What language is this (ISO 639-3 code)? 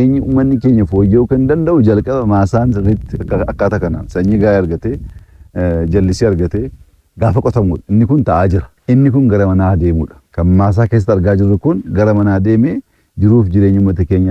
orm